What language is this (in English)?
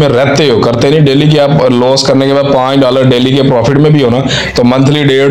Hindi